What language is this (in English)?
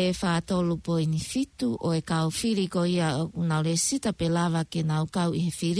Tongan